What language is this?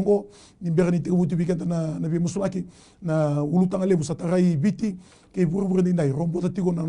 Fijian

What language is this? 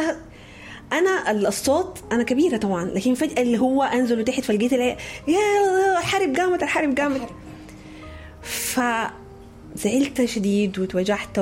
Sudanese Arabic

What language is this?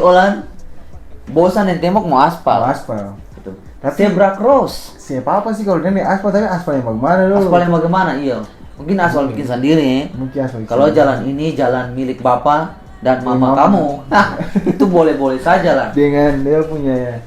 Ambonese Malay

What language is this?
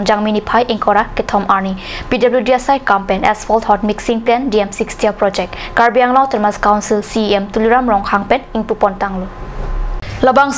Karbi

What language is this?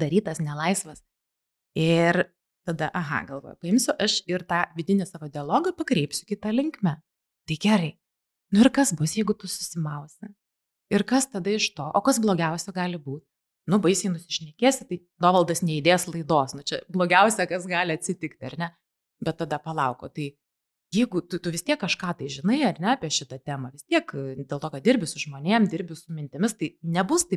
Lithuanian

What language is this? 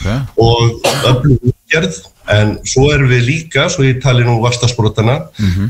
Icelandic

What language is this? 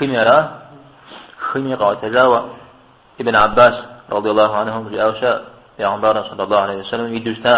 Kabardian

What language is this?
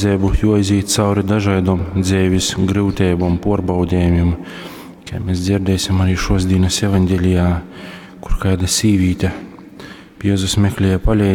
Latgalian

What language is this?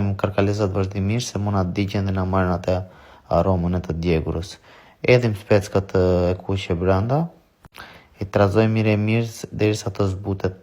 Albanian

